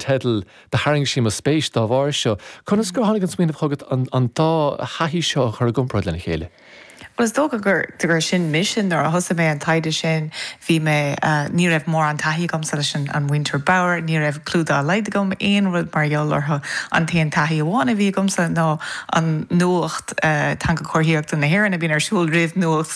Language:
Irish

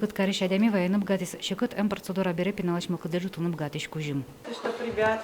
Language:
Udmurt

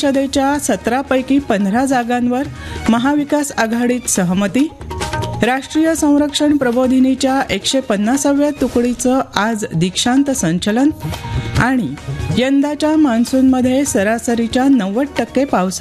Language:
Marathi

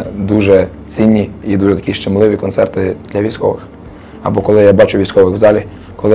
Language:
Ukrainian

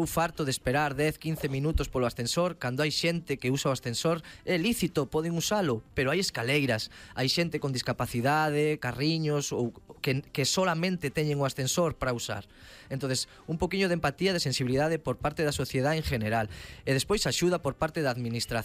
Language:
Galician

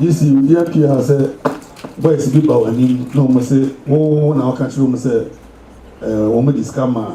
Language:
Akan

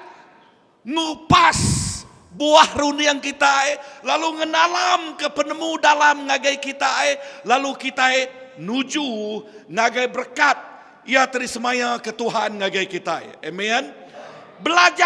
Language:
Iban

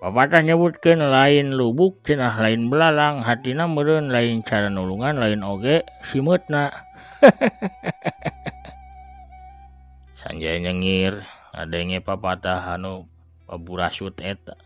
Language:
Sundanese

